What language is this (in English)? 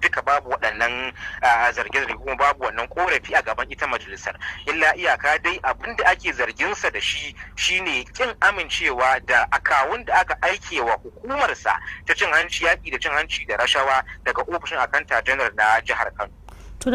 Hausa